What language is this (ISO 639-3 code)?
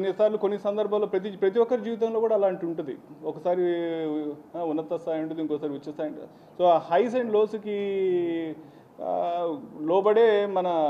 tel